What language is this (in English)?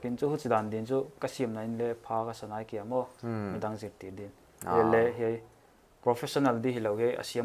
Paite Chin